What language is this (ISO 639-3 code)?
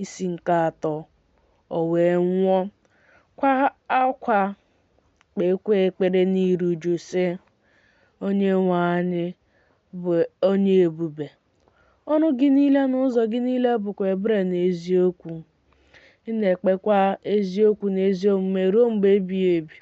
ibo